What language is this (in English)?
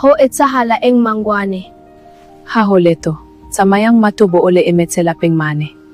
Southern Sotho